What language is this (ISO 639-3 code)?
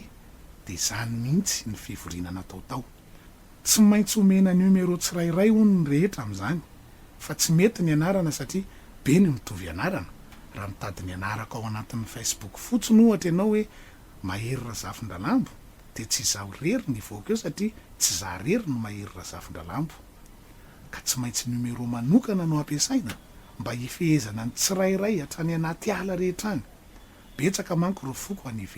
mlg